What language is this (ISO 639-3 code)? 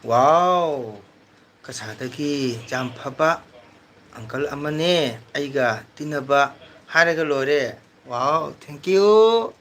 mni